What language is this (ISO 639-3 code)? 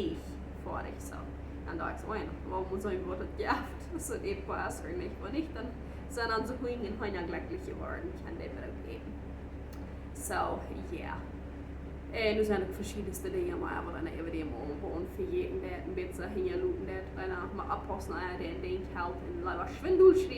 pdt